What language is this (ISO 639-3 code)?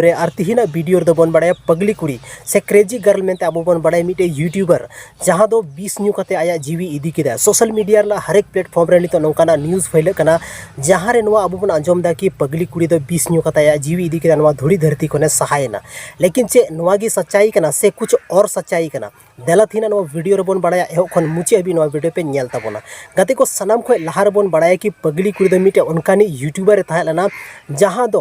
sat